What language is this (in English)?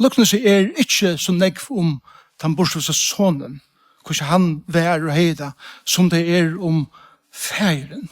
Faroese